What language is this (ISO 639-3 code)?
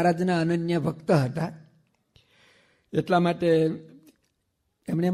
guj